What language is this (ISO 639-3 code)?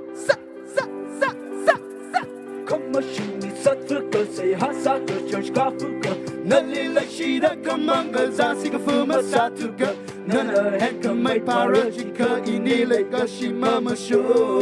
nmf